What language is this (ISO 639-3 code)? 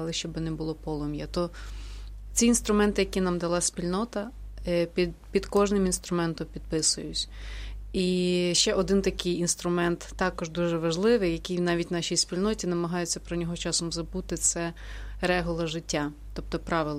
ukr